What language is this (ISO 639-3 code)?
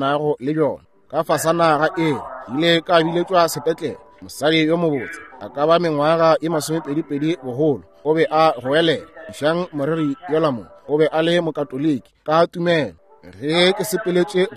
nso